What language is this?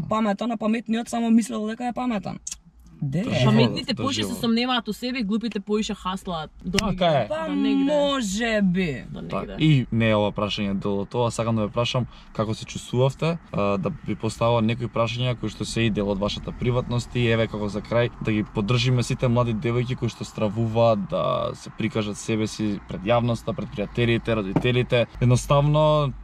Macedonian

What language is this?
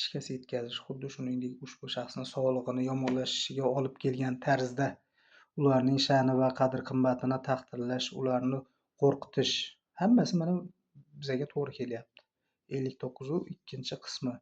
Uzbek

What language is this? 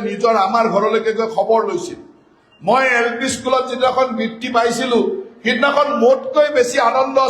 Assamese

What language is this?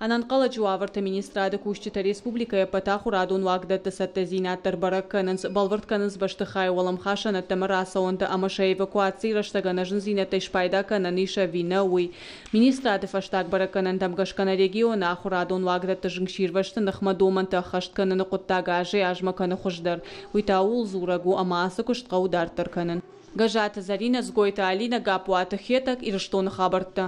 Ossetic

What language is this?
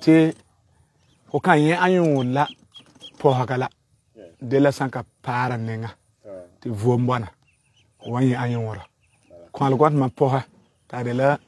Frafra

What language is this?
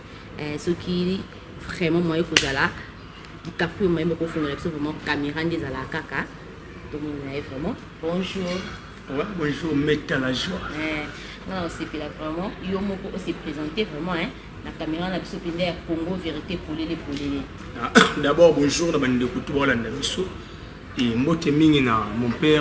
Lingala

